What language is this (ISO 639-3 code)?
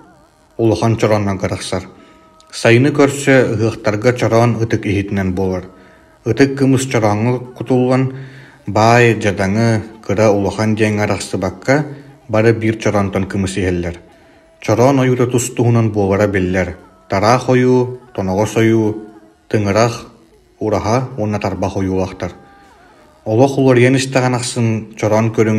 sah